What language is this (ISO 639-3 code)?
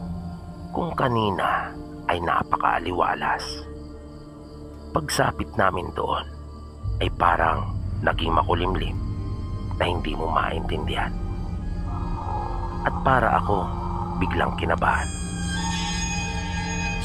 fil